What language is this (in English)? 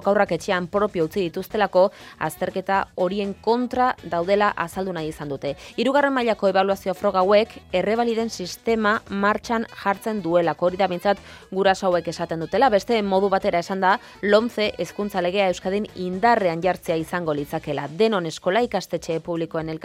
Basque